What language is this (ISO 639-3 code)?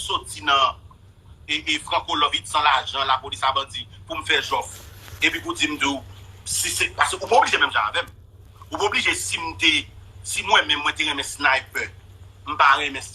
hat